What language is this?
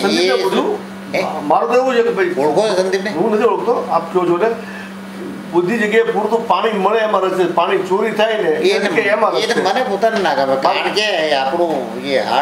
Gujarati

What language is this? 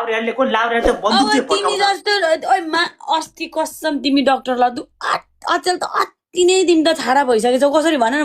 Nepali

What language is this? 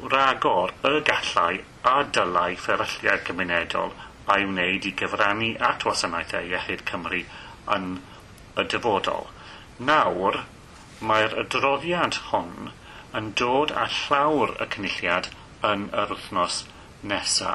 Welsh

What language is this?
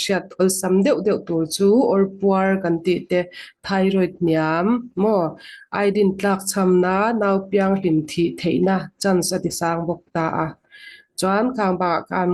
Mizo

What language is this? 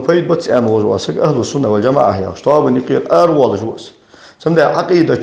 Ingush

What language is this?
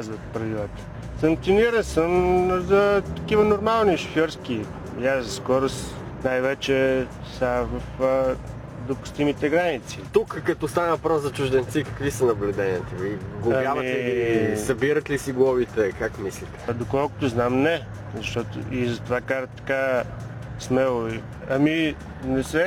Bulgarian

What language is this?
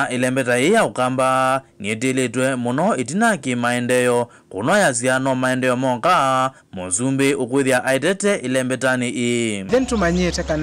Kamba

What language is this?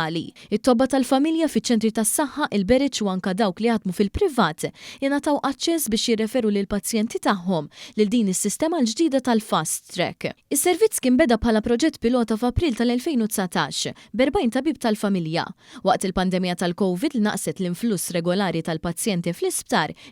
Maltese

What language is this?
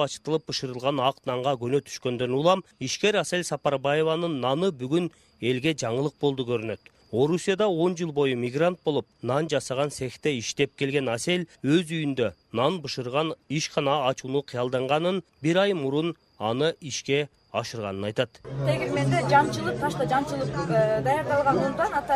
Kyrgyz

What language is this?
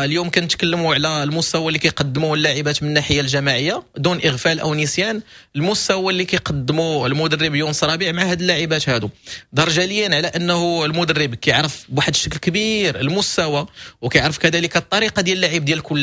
Moroccan Arabic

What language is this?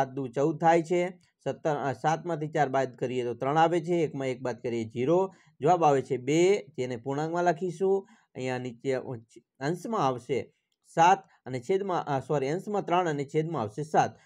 Gujarati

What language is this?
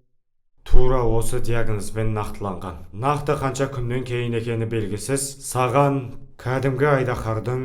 Kazakh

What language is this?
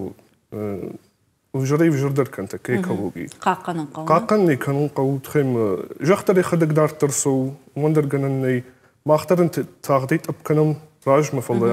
Ossetic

